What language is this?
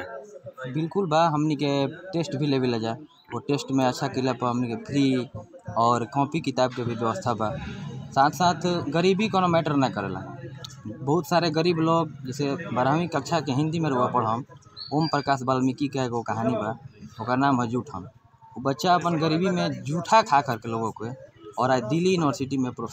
Bhojpuri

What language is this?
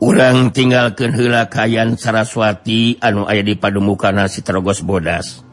Sundanese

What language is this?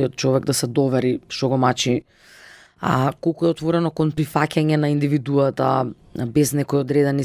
Macedonian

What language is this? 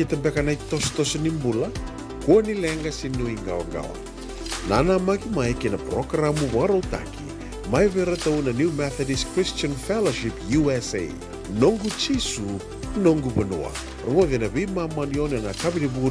Fijian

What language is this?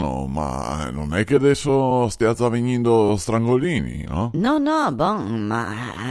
Venetian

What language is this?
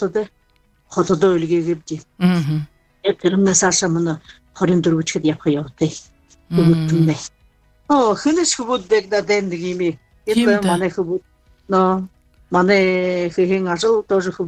Buriat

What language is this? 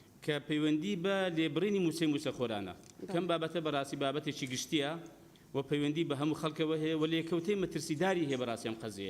Central Kurdish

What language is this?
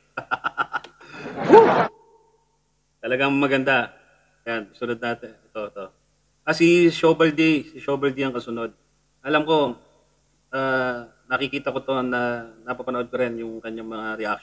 Filipino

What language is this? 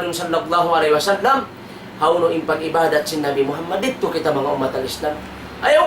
Tausug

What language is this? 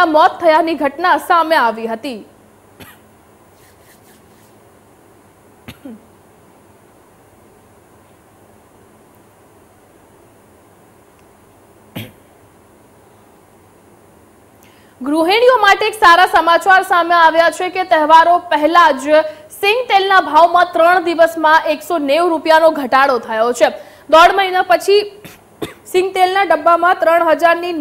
Gujarati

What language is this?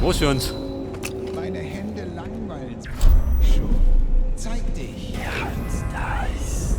Bavarian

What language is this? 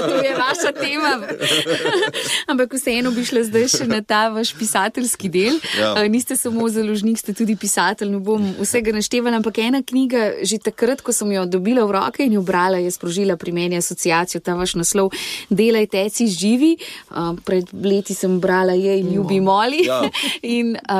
Slovenian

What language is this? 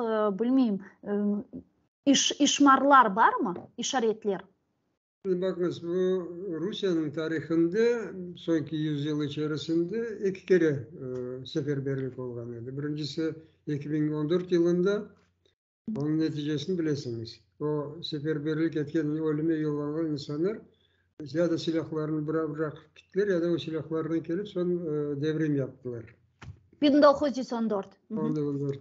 Crimean Tatar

